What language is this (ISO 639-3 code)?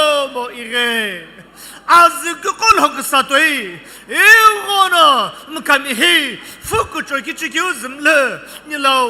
nsm